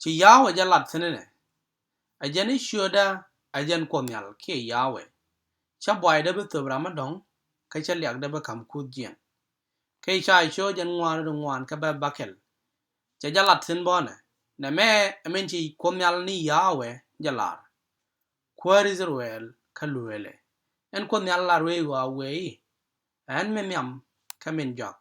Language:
Nuer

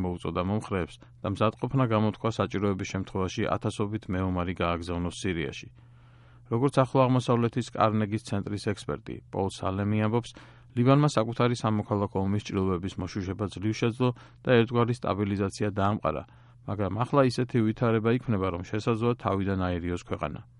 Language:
Georgian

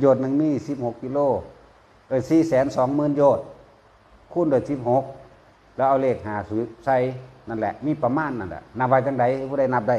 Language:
Northeastern Thai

